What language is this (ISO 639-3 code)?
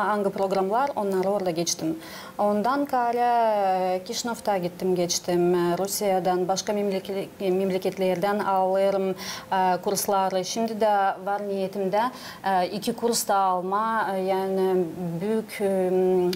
gag